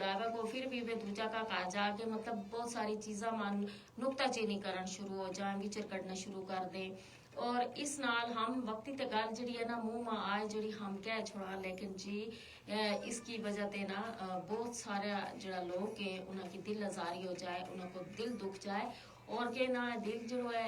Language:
Gujari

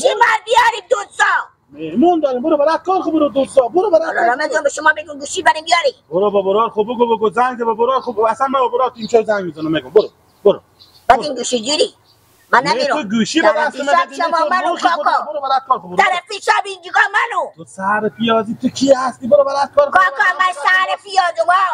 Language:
Persian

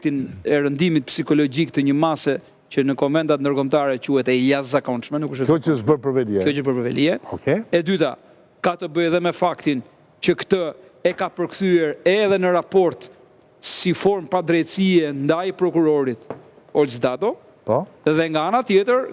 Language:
Albanian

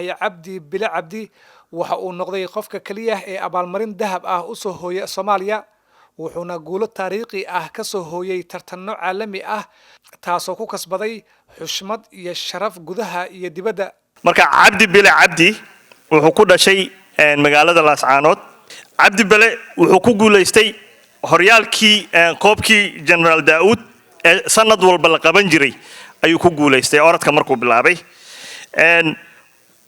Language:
Somali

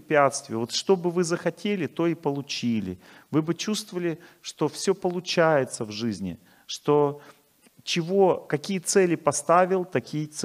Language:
Russian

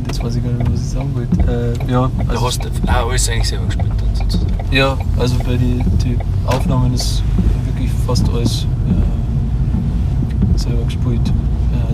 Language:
Bavarian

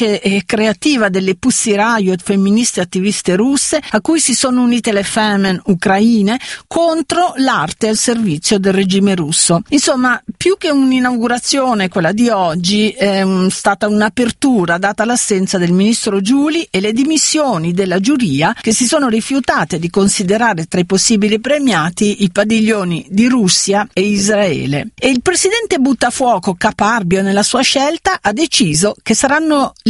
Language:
Italian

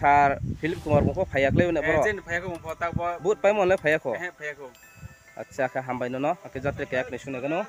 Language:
Riang (India)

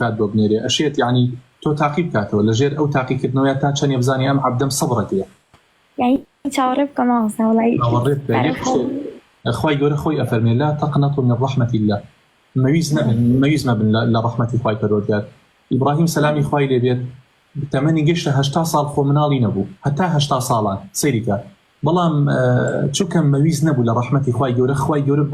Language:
Central Kurdish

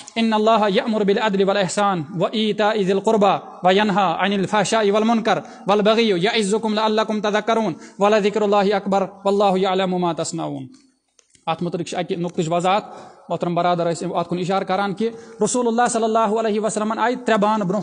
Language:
Kashmiri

